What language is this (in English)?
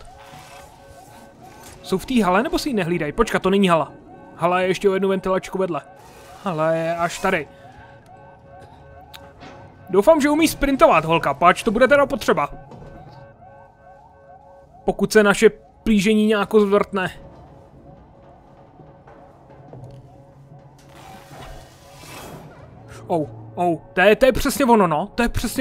Czech